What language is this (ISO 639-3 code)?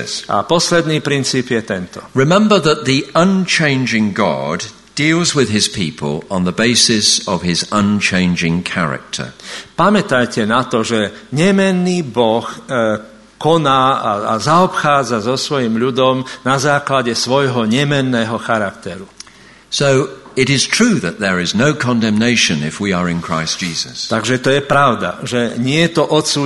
slk